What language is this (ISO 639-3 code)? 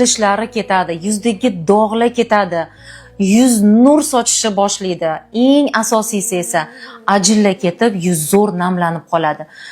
uzb